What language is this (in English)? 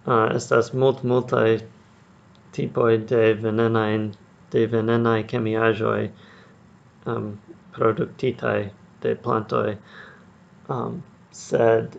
Esperanto